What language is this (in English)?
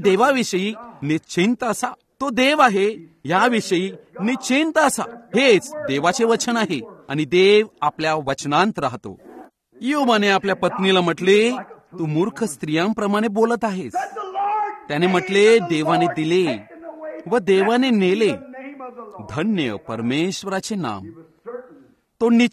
Marathi